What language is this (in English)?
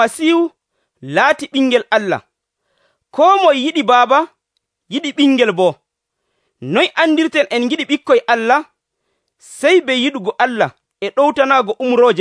Nigerian Fulfulde